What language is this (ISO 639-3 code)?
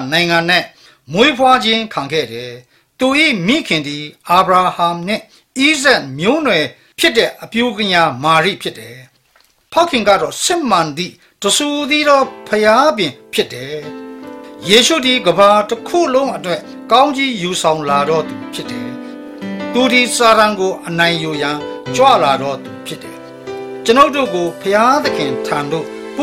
mya